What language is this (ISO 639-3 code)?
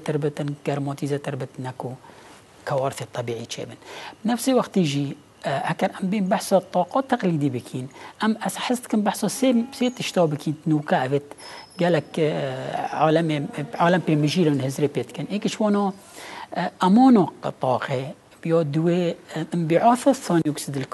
kur